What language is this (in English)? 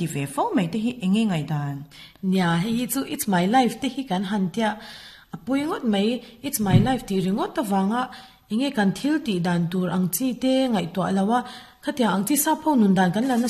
Mizo